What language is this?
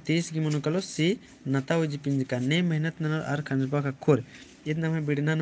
Kurukh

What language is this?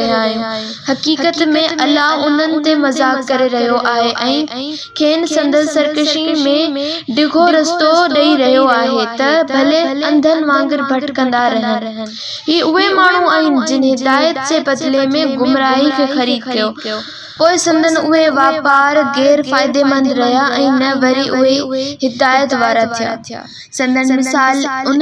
Sindhi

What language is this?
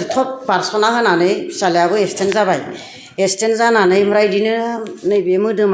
Bodo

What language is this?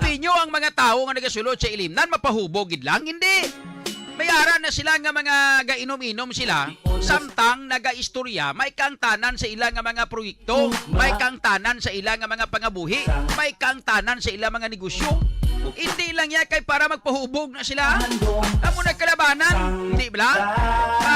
Hiligaynon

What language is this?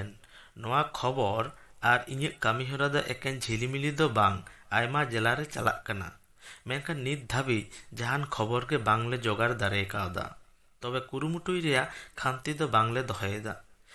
Santali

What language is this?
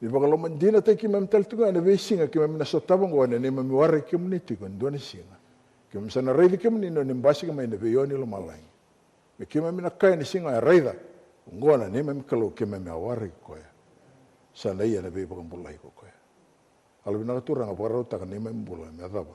Fijian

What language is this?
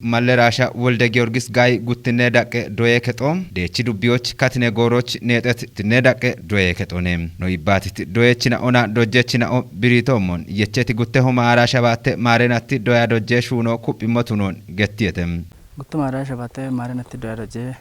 Kafa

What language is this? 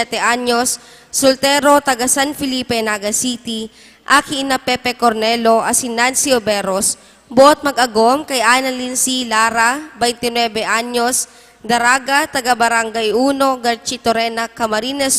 Bikol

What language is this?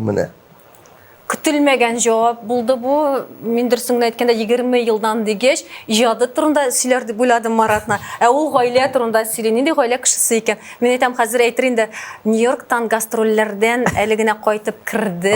Tatar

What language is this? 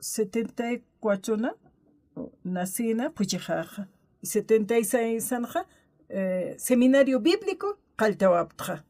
Aymara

